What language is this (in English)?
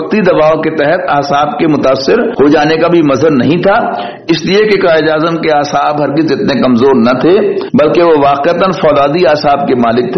Urdu